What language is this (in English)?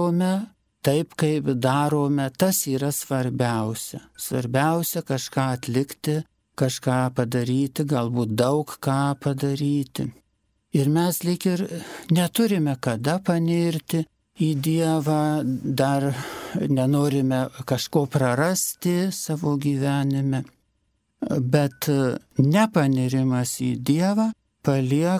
Lithuanian